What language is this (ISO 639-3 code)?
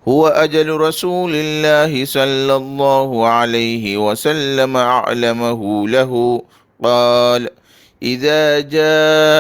div